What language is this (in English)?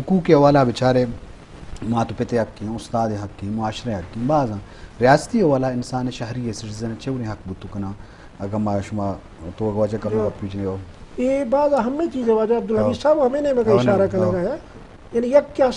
Eastern Balochi